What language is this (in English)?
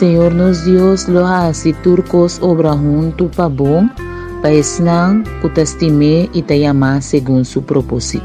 Papiamento